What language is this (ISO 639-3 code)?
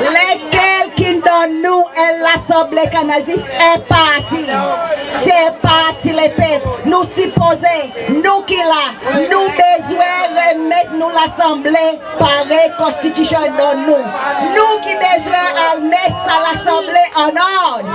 crs